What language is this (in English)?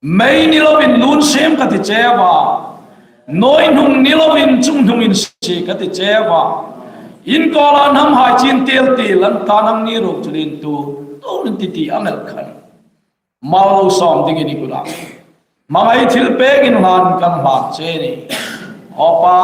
Hmar